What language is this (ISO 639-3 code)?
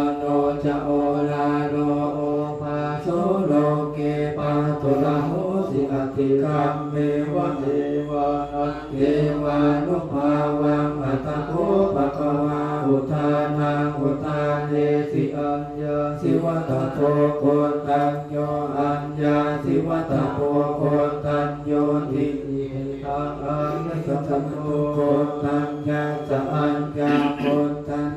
pli